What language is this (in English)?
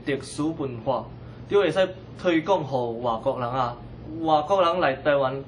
Min Nan Chinese